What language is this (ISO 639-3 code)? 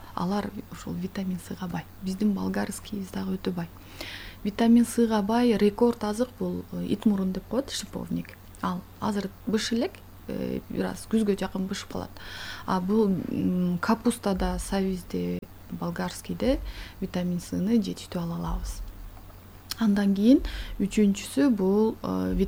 kir